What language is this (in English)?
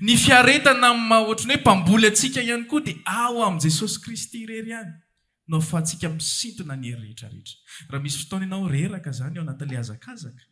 Malagasy